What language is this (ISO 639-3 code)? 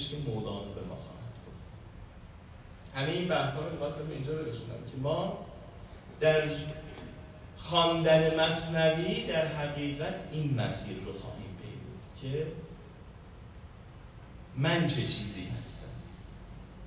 fas